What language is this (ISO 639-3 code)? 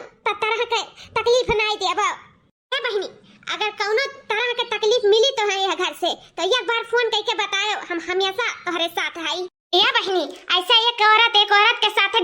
awa